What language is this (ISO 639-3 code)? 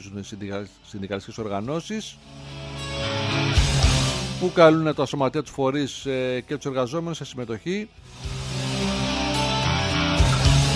ell